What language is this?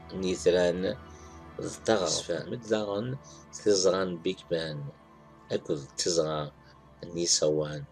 Kabyle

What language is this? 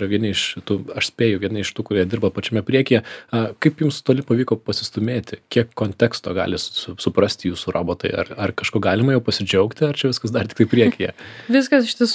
Lithuanian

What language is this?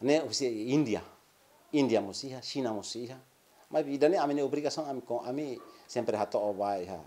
Tetum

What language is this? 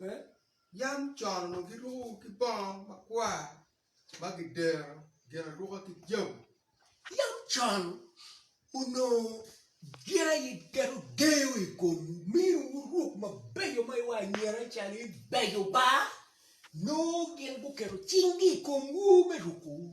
Acoli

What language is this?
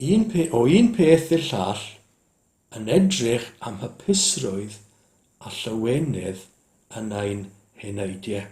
Welsh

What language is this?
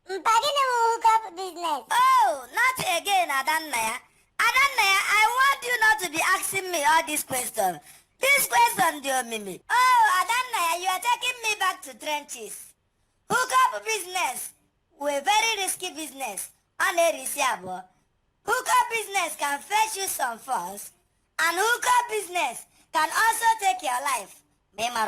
Igbo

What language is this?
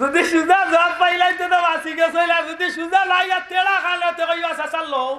Sylheti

